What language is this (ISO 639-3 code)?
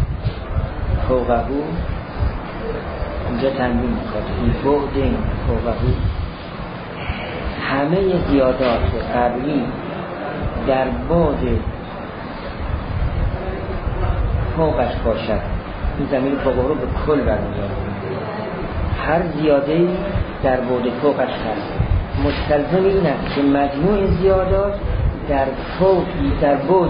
fas